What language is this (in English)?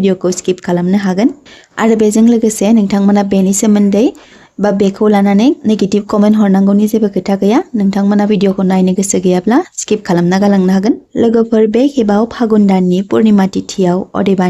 Bodo